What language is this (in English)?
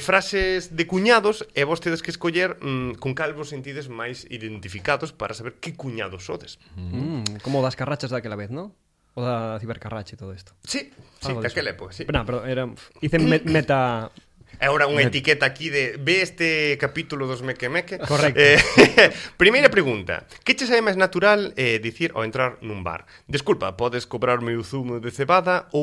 Galician